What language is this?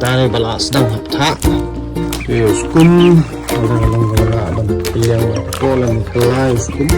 Khasi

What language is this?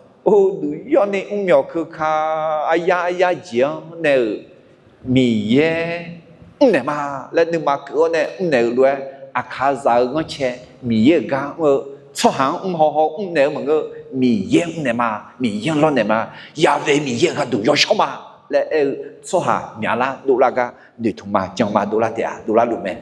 Akha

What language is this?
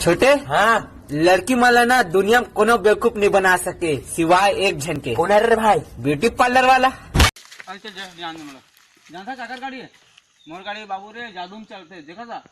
Chhattisgarhi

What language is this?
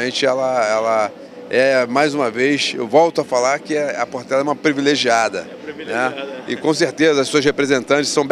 Portuguese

